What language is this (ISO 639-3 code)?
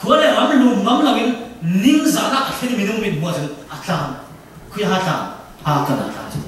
cfm